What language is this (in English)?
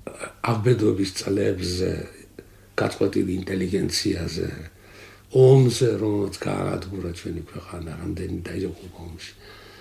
Georgian